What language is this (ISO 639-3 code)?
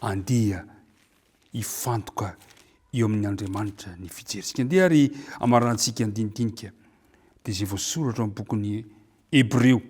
mlg